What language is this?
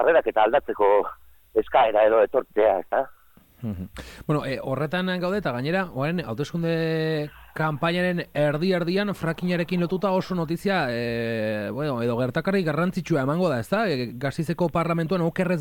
Basque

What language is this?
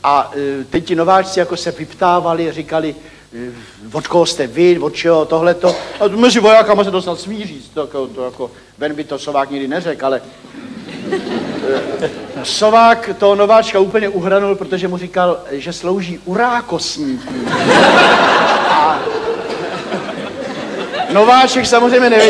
Czech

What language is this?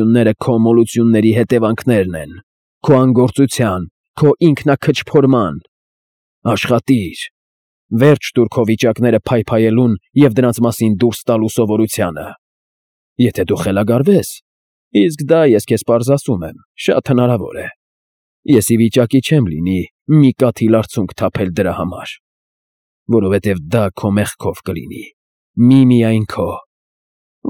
Armenian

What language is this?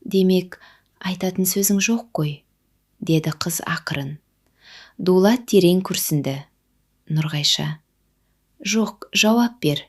Kazakh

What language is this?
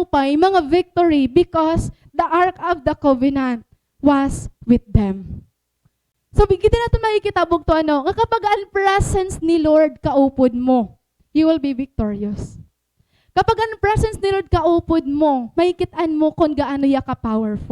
Waray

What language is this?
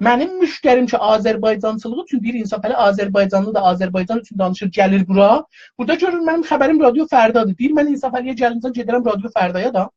South Azerbaijani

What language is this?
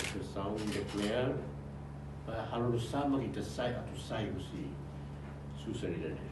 Tetum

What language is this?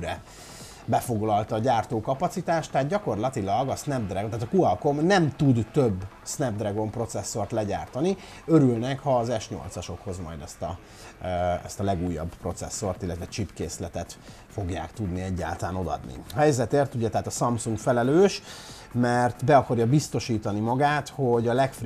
Hungarian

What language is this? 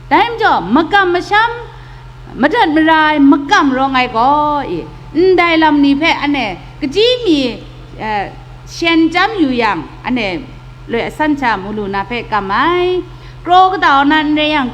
Kachin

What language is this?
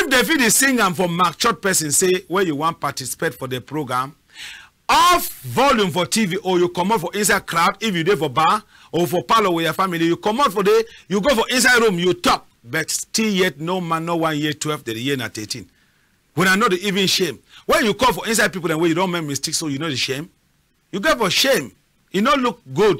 Cameroon Pidgin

